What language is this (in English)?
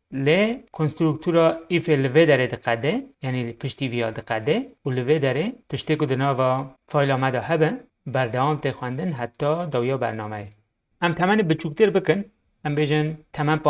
Kurdish